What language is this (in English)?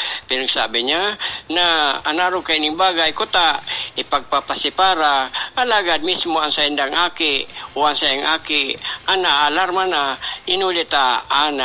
Bikol